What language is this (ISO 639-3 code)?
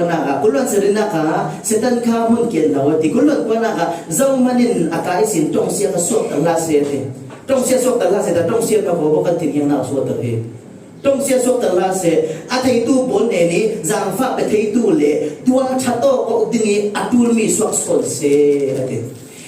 cfm